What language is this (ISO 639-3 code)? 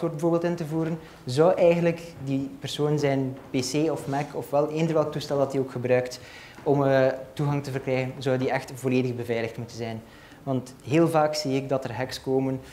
nld